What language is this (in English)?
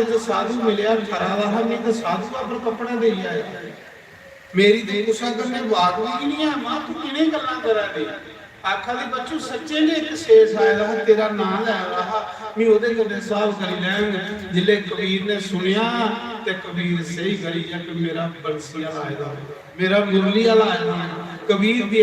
Dogri